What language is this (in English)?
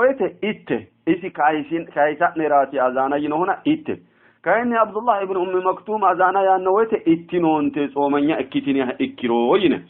Sidamo